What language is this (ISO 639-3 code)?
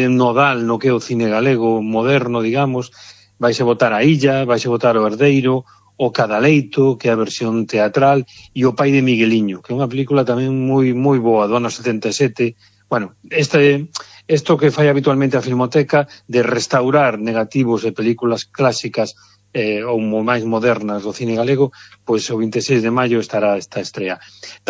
glg